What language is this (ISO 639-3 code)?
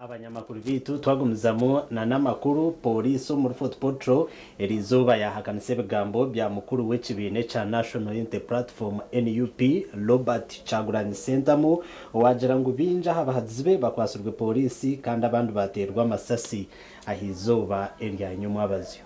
nyn